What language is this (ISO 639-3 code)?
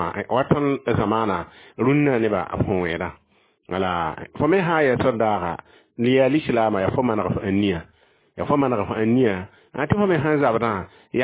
mos